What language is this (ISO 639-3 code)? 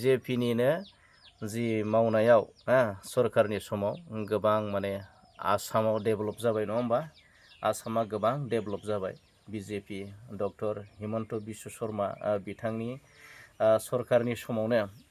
brx